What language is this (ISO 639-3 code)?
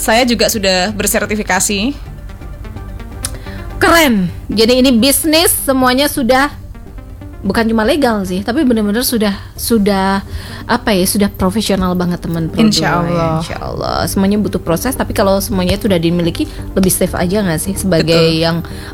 ind